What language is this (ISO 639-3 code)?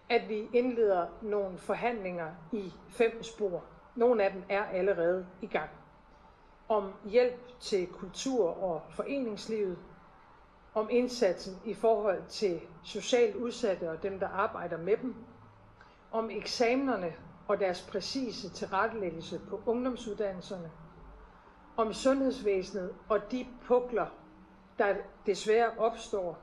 dan